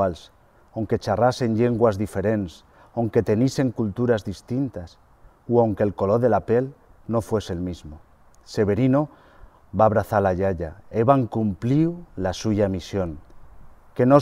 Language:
Aragonese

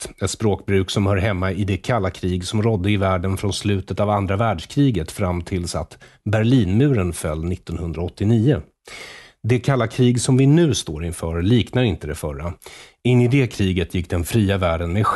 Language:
Swedish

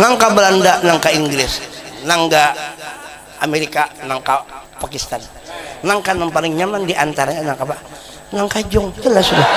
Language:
Banjar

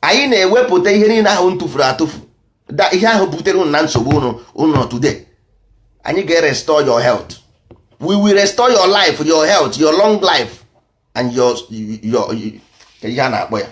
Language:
Igbo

